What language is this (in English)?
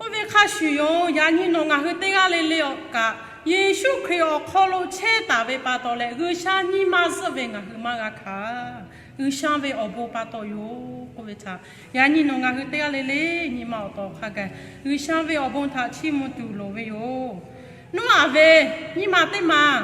Lahu